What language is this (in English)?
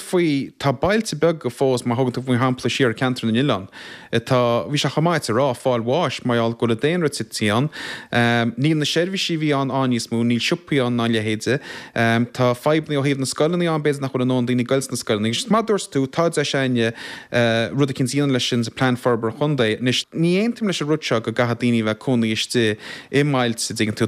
Irish